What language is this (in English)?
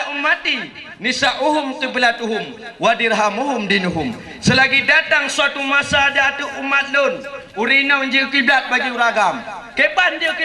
Achinese